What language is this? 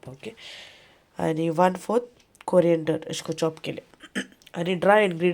Konkani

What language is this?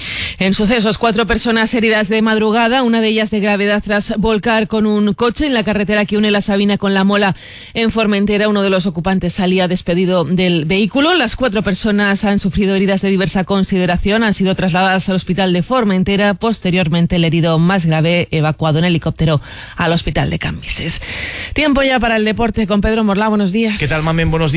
Spanish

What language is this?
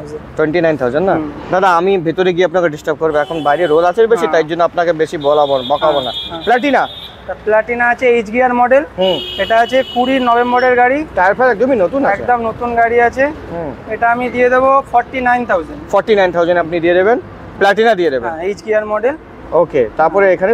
Bangla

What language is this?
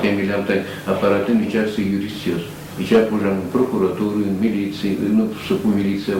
Udmurt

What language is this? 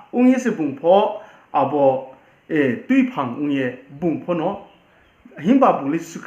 Riang (India)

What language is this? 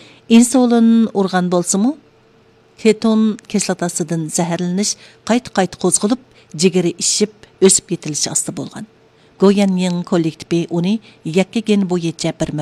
Uyghur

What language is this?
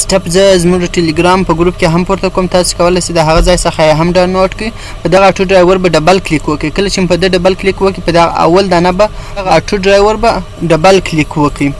Pashto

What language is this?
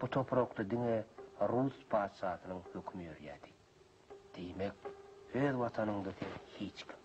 Turkmen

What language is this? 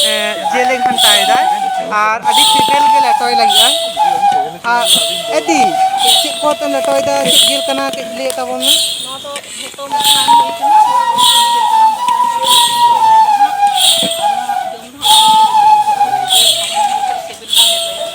Santali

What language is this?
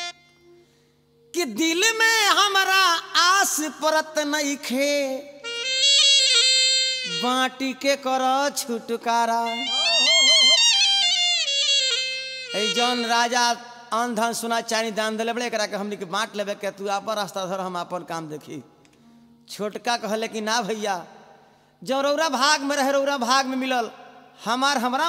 Bhojpuri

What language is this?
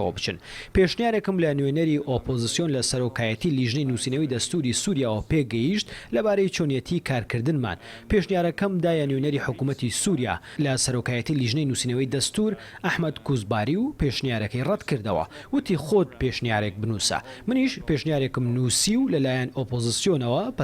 Central Kurdish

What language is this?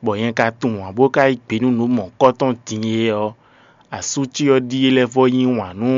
Fon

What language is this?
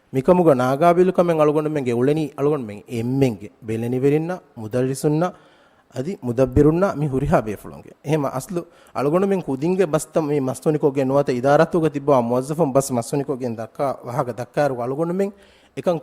Divehi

